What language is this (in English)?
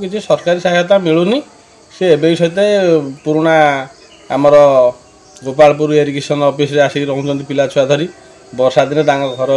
Odia